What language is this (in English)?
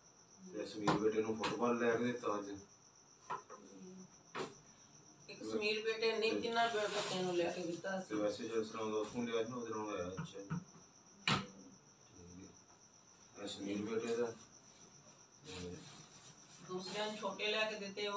Punjabi